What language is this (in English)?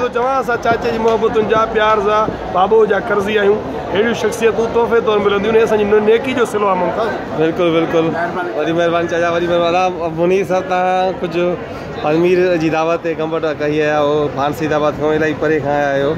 Sindhi